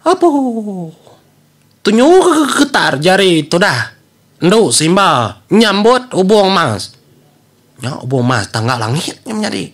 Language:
Iban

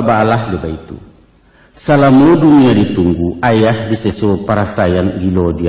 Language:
Minangkabau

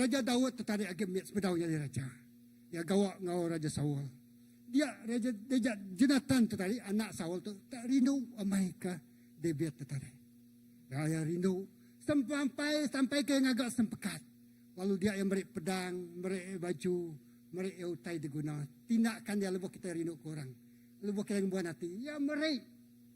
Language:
Iban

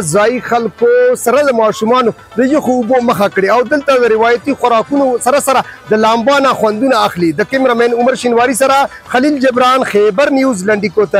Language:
Pashto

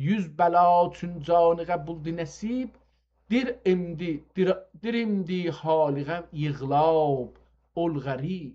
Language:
South Azerbaijani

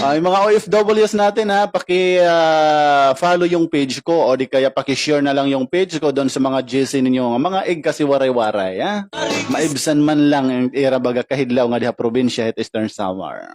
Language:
Waray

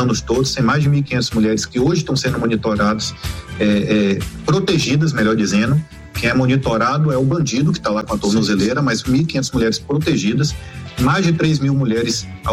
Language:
Portuguese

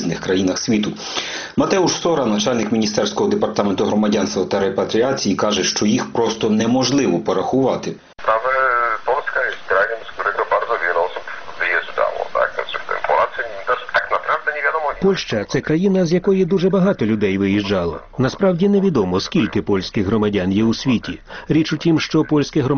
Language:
Ukrainian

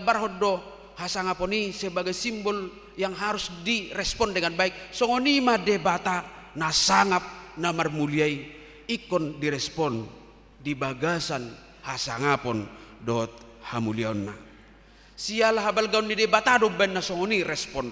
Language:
Batak Toba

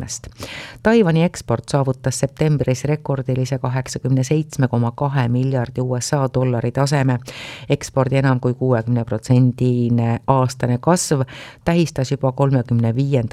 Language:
Estonian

